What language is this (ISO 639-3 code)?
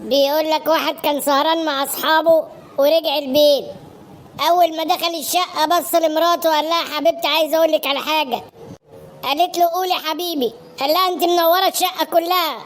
arz